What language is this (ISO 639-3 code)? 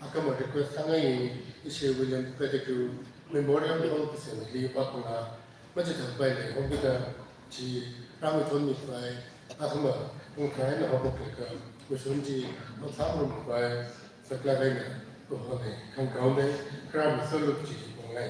nmf